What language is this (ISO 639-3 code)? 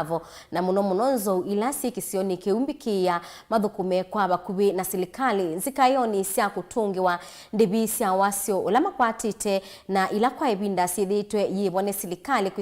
kam